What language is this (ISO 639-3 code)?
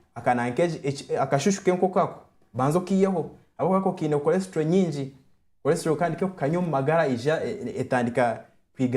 nyn